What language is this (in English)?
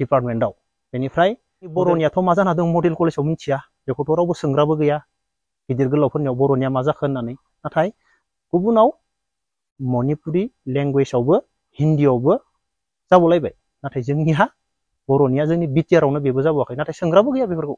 Bodo